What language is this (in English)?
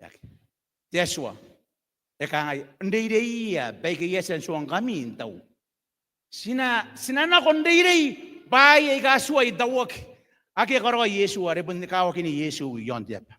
Gilbertese